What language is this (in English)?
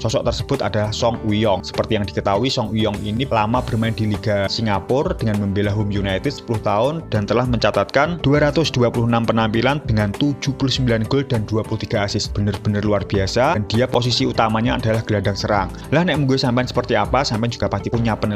Indonesian